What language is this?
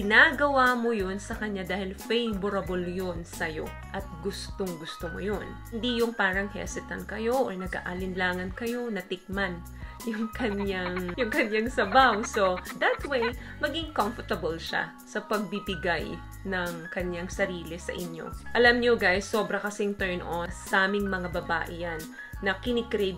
Filipino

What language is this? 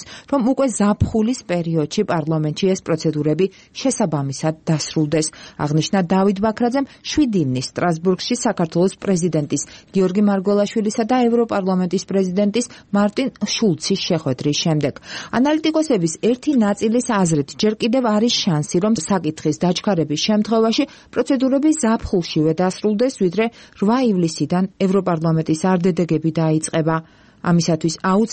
Georgian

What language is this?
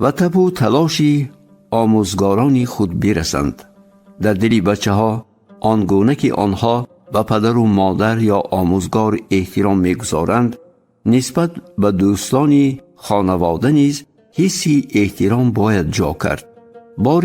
Tajik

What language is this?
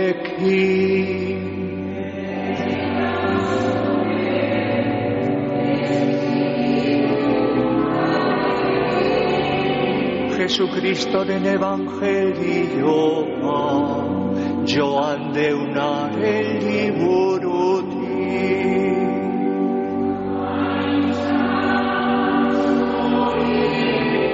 Basque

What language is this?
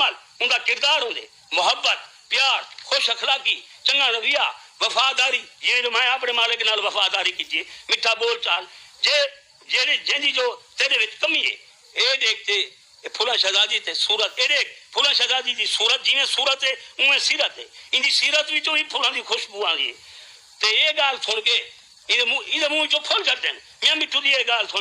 Saraiki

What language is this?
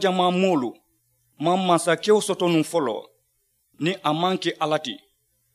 Mandingo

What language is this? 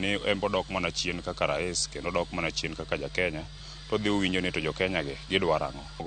Luo (Kenya and Tanzania)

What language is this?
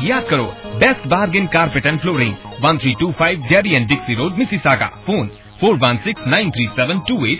Punjabi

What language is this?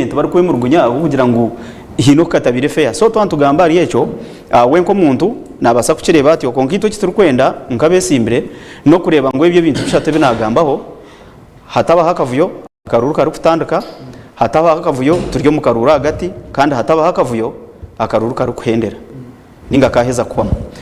Nyankole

